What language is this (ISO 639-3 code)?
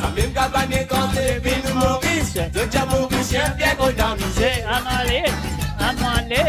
mfe